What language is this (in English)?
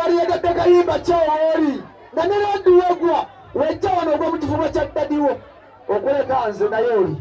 Ganda